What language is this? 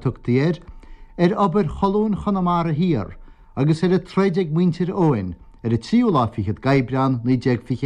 Irish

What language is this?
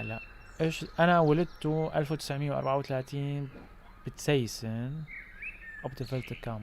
North Levantine Arabic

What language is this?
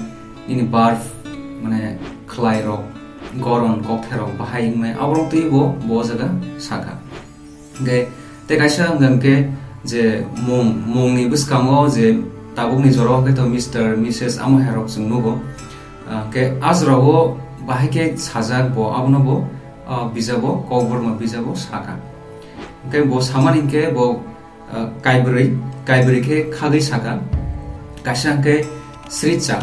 Kok Borok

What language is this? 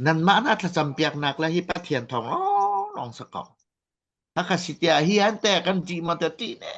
Hakha Chin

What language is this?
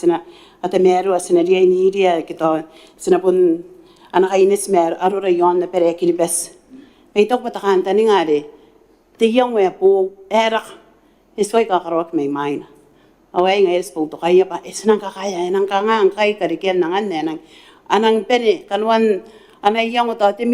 Gilbertese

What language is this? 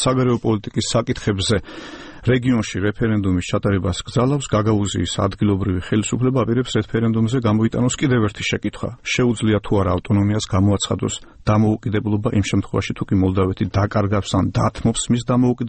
Georgian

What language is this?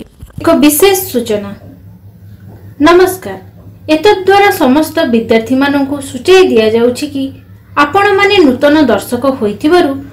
Odia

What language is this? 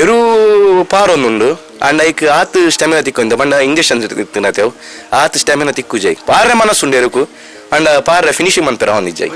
Tulu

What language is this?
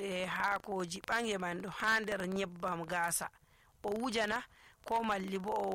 Nigerian Fulfulde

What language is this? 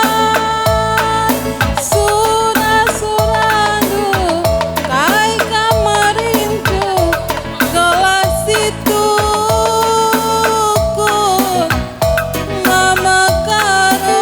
Batak Karo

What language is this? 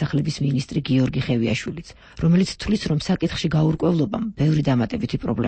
Georgian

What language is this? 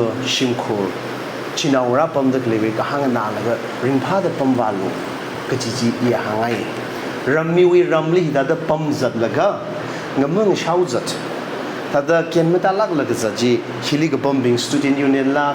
Tangkhul Naga (India)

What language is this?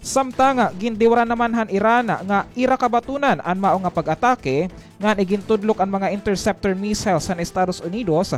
Waray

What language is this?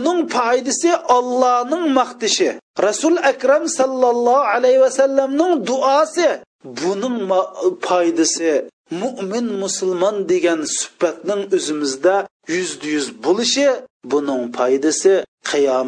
Uyghur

